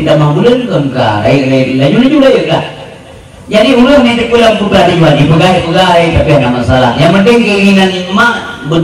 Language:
Achinese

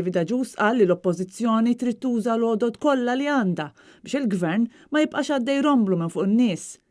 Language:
Maltese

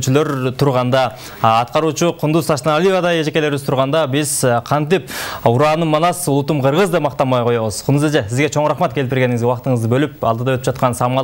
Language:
Kyrgyz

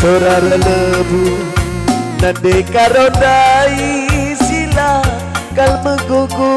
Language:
Batak Karo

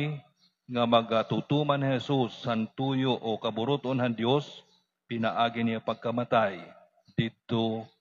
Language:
Waray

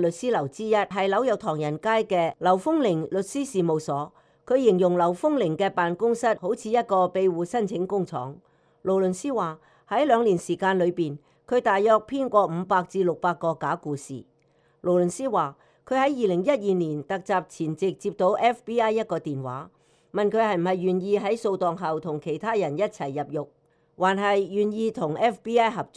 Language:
Cantonese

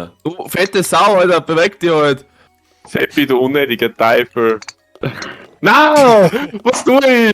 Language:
Bavarian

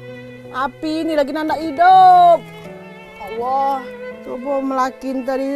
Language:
Musi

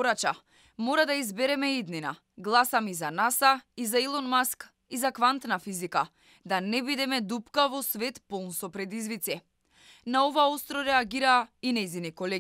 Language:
Macedonian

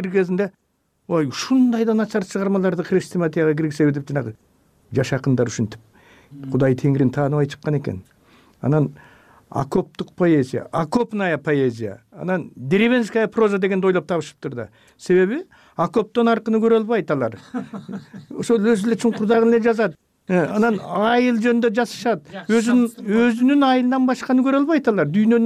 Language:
Kyrgyz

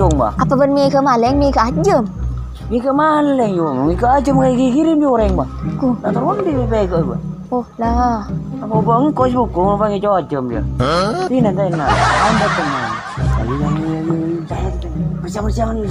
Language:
Madurese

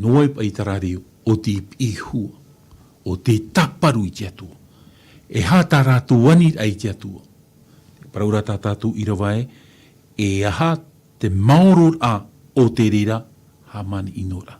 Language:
Tahitian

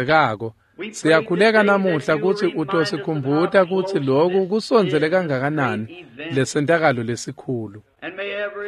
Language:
Swati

